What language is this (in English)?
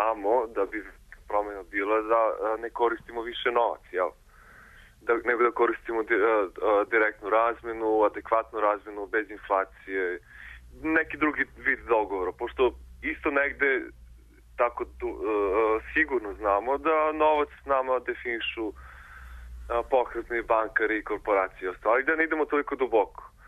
Serbian